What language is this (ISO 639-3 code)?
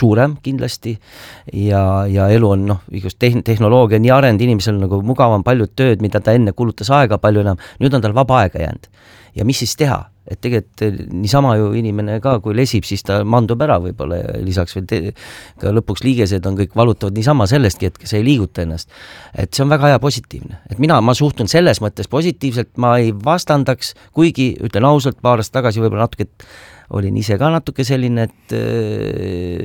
est